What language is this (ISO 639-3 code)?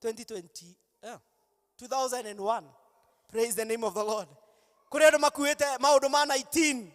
kik